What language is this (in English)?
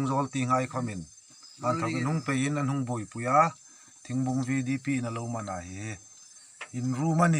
Hmar